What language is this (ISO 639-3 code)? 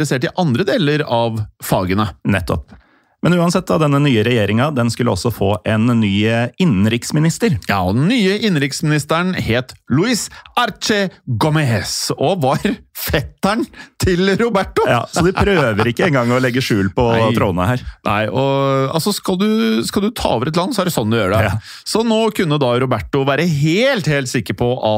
nor